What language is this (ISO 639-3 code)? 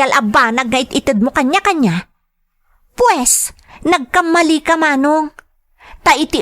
ilo